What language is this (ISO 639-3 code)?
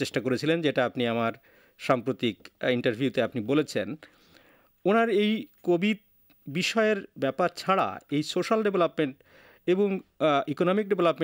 ben